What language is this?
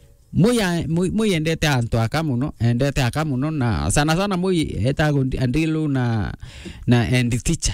Meru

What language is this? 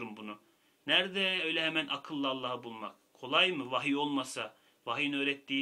Turkish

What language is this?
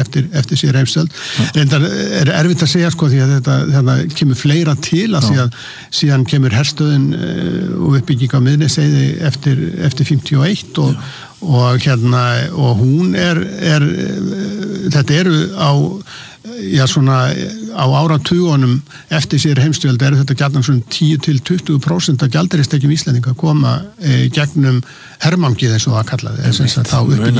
Icelandic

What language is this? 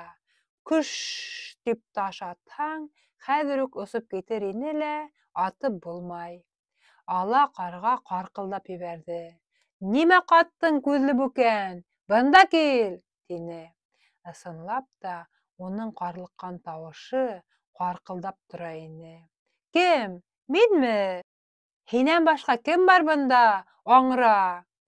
Bashkir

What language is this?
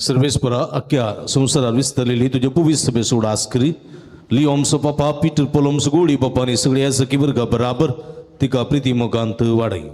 Konkani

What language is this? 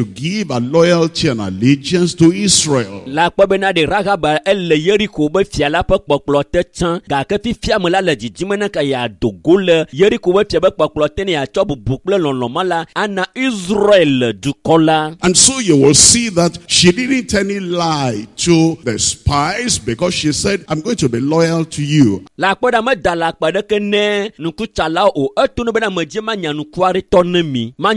Ewe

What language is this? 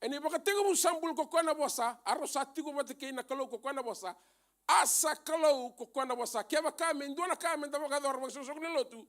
Fijian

